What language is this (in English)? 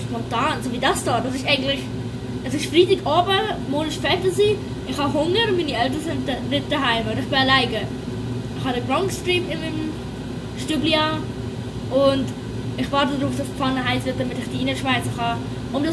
Swiss German